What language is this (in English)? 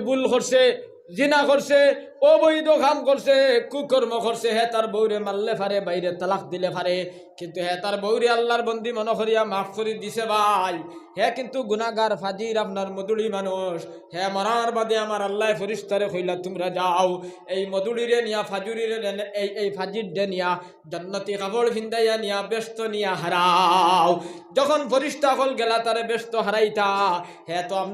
Sylheti